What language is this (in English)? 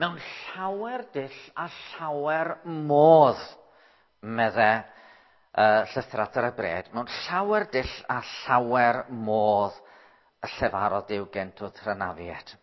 Welsh